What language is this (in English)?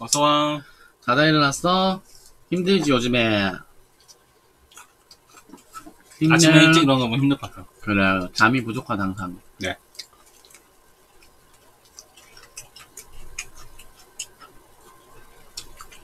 Korean